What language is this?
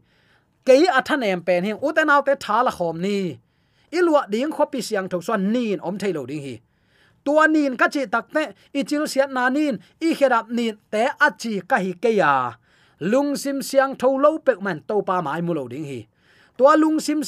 Tedim Chin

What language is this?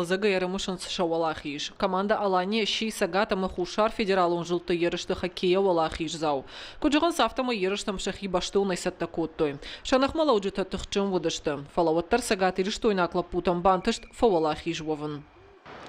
Ossetic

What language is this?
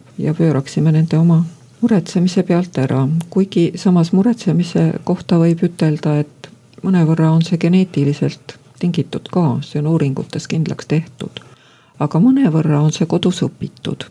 Estonian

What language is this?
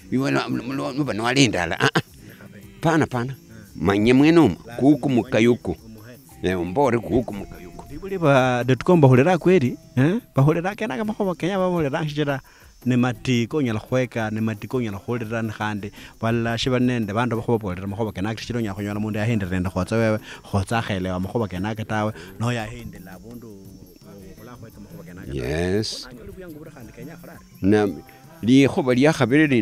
Luyia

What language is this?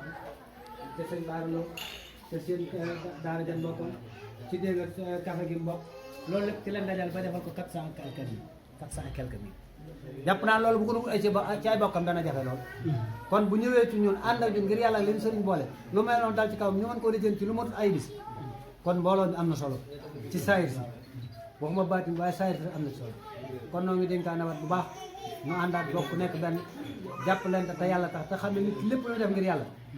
Wolof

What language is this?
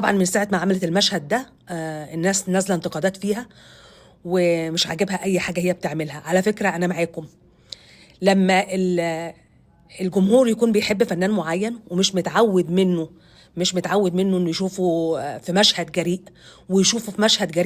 Egyptian Arabic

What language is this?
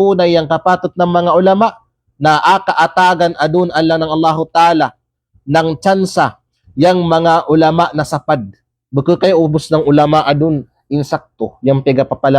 Kalagan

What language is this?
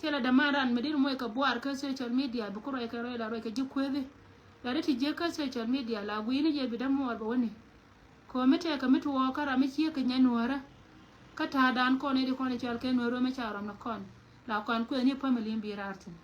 Nuer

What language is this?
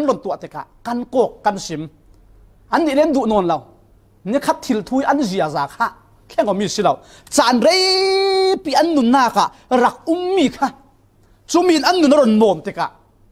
Falam Chin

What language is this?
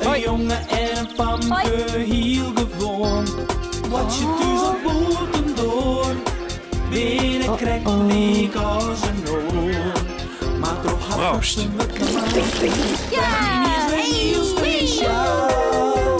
Western Frisian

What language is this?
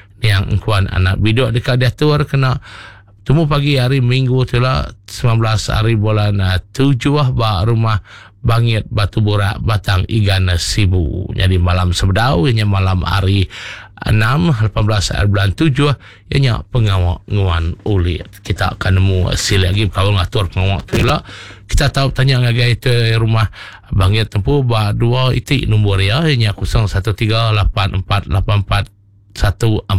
Iban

